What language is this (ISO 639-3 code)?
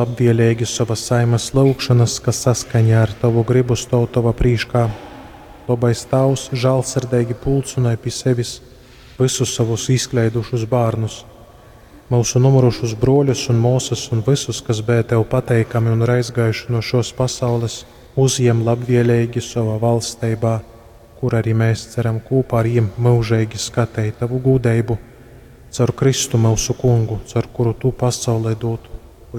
ltg